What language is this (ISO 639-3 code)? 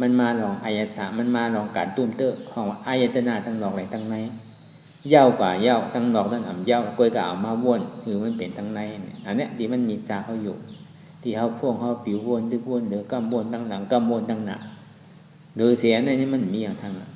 shn